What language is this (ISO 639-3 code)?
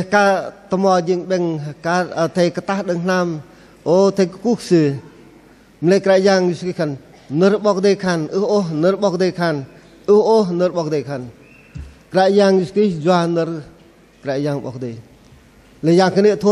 bdq